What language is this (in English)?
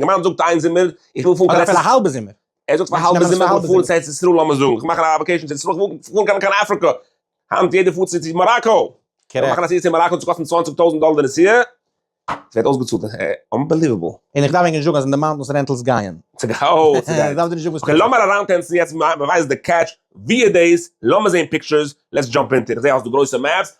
Yiddish